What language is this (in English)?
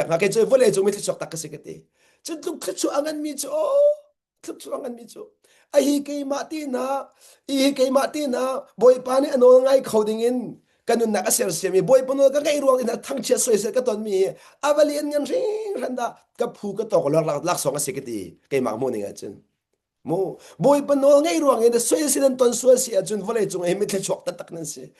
Hakha Chin